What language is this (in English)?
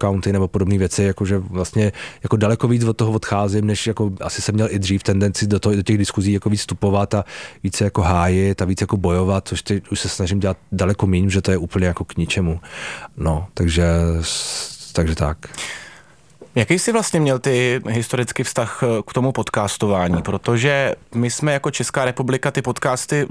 Czech